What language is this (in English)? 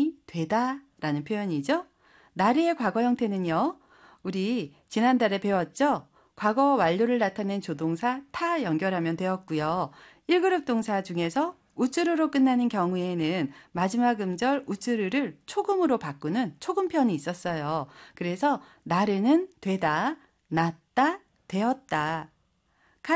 Korean